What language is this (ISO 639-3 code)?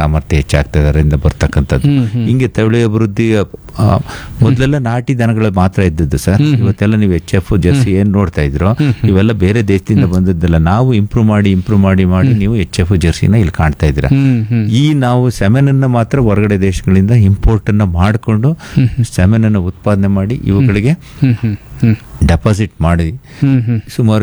kan